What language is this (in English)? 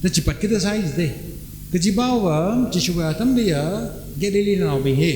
Tangkhul Naga (India)